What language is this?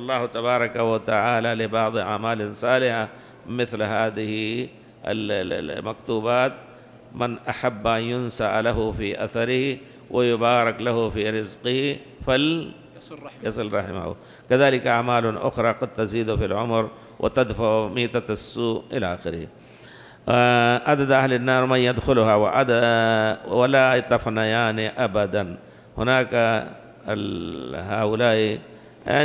Arabic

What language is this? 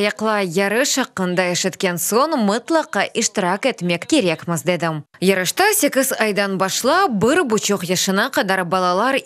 Crimean Tatar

